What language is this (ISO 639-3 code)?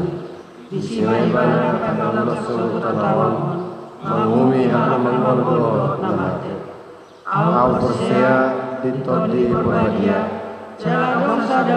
bbc